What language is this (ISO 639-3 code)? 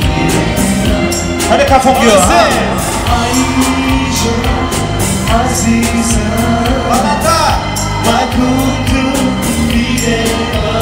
tgk